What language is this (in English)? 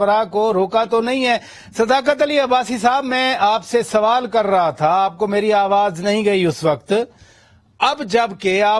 Urdu